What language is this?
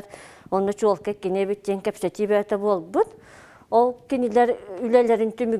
Yakut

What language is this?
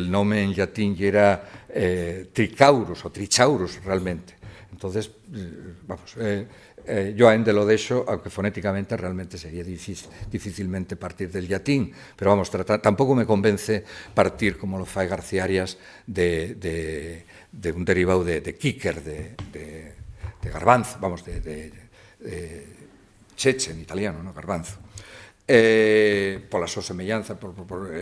Asturian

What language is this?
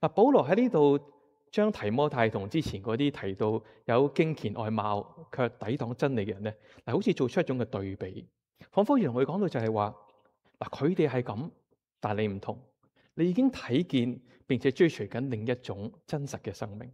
Cantonese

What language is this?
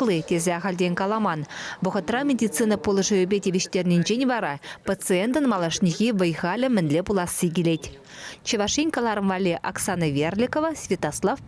Chuvash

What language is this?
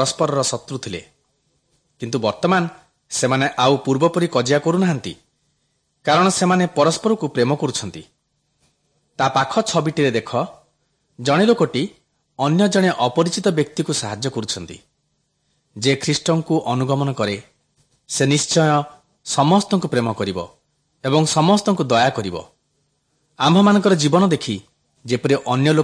Odia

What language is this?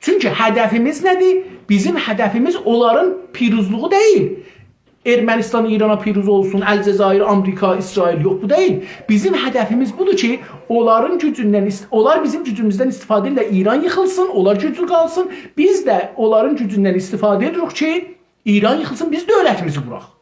South Azerbaijani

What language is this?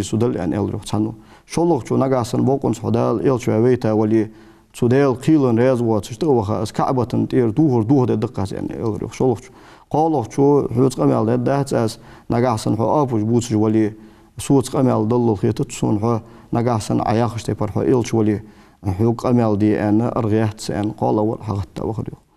Ingush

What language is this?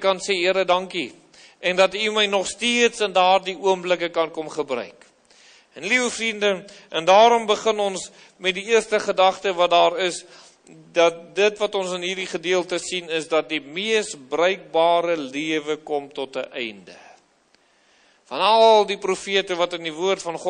Afrikaans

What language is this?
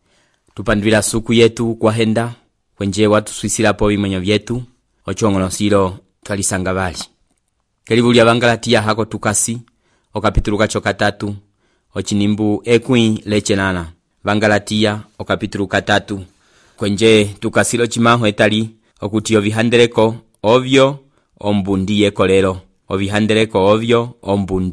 Umbundu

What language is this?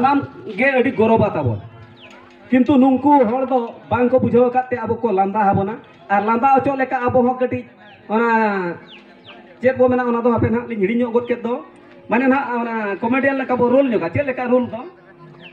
Santali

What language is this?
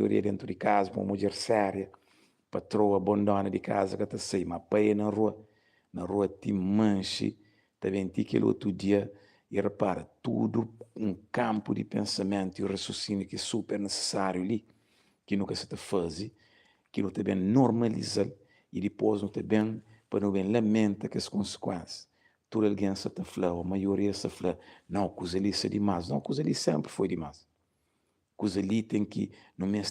Kabuverdianu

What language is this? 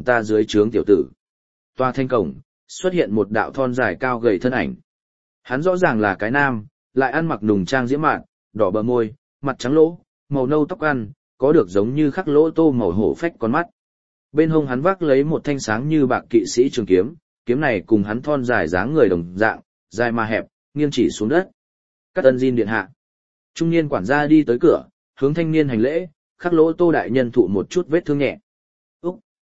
Vietnamese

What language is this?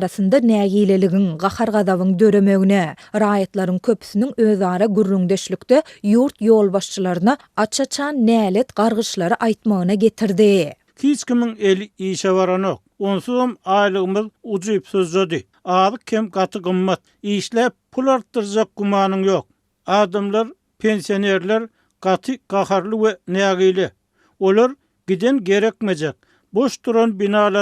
Turkmen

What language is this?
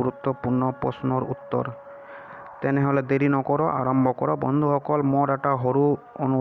Assamese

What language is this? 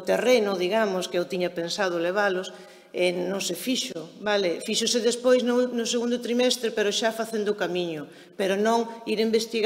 Galician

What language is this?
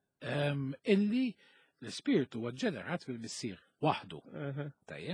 Maltese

